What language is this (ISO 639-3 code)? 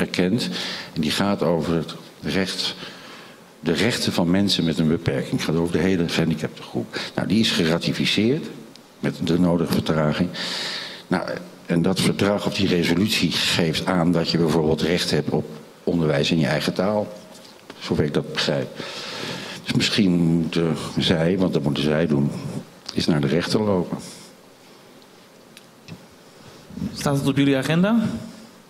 nld